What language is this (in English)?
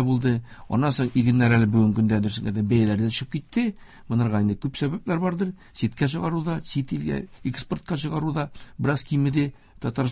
Tatar